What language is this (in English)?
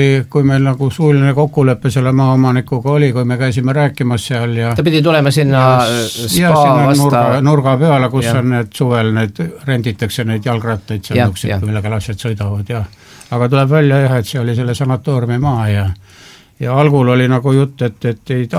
Estonian